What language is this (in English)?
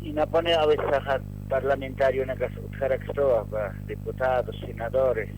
Aymara